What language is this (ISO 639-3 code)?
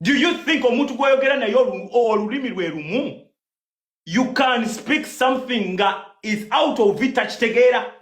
lug